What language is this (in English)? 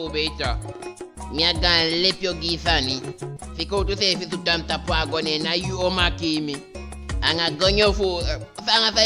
Eastern Maroon Creole